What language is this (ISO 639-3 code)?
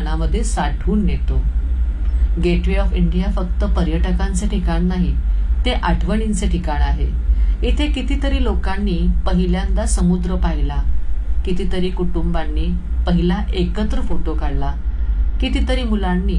mar